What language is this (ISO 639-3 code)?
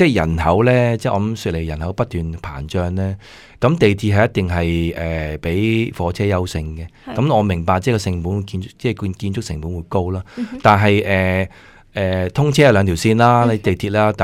yue